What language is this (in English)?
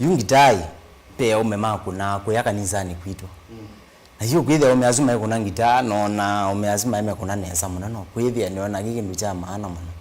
Kamba